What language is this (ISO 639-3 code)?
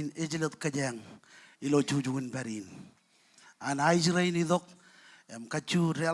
mah